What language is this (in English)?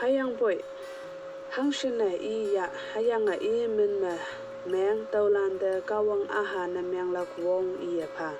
Konyak Naga